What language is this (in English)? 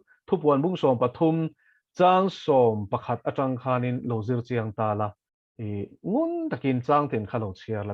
Mizo